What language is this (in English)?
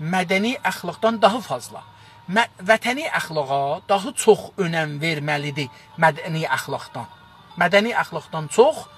South Azerbaijani